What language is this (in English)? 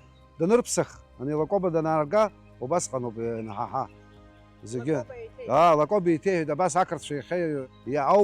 Abkhazian